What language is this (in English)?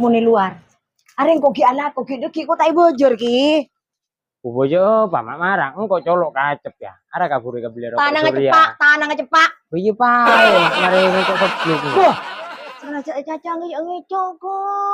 Madurese